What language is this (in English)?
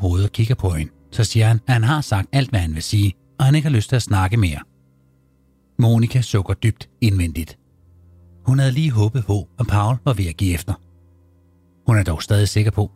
Danish